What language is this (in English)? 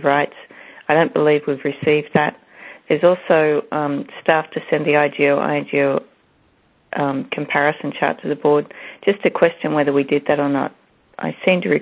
English